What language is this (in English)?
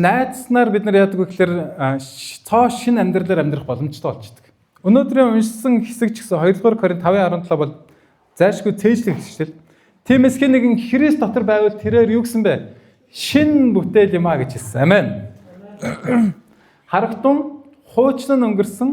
Mongolian